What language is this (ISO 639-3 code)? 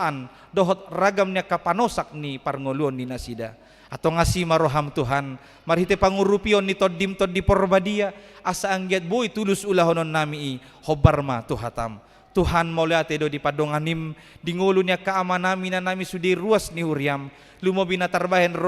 bbc